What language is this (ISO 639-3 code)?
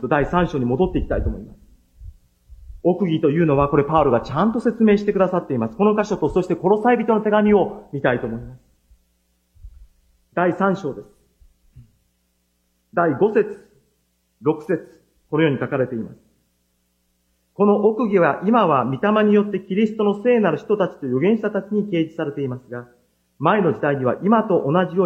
jpn